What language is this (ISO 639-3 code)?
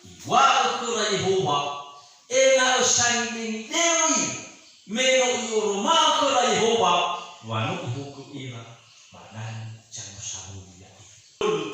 nia